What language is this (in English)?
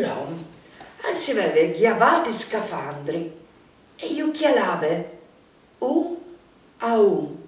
Friulian